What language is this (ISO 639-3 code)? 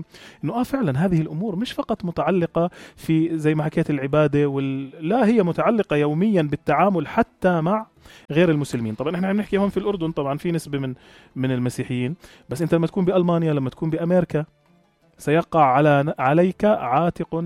apc